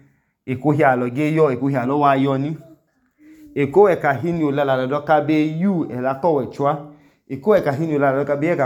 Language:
Idoma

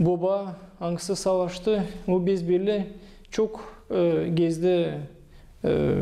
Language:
Gagauz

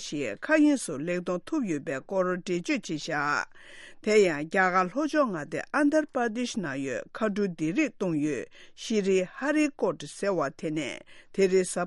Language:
Tibetan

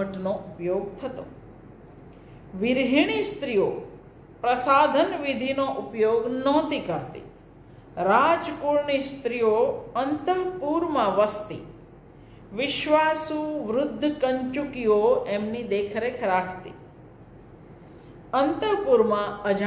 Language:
Gujarati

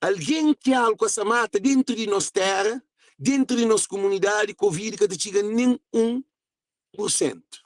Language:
Kabuverdianu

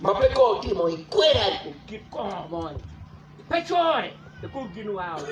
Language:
Acoli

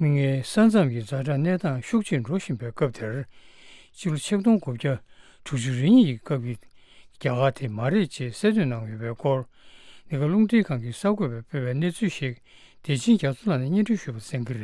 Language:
Tibetan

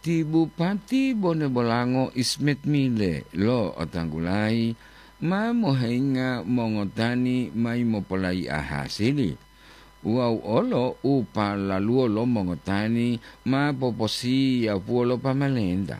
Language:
Gorontalo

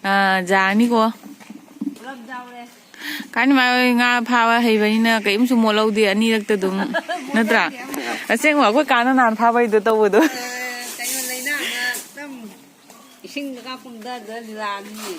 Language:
Manipuri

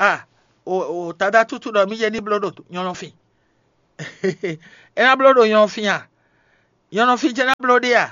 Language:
Fon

